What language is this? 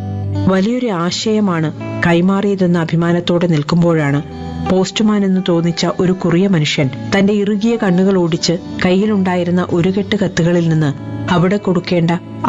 Malayalam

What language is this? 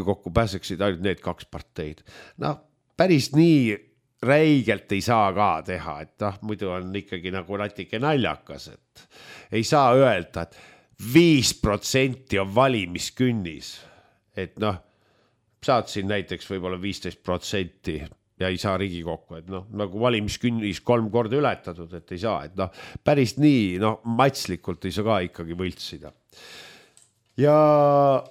Estonian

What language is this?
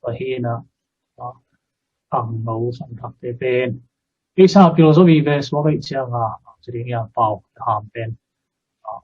Tedim Chin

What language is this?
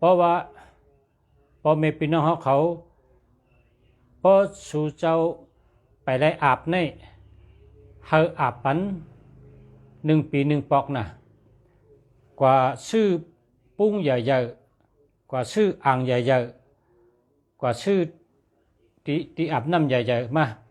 Shan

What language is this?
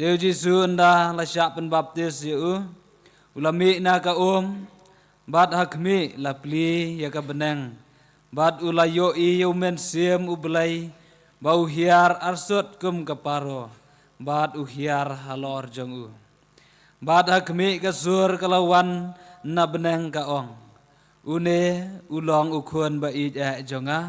Khasi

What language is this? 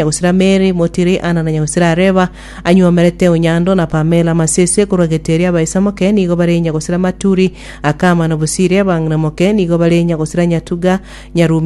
Gusii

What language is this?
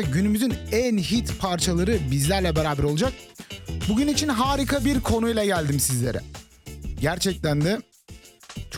Turkish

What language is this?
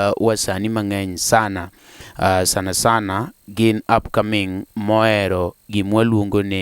Luo (Kenya and Tanzania)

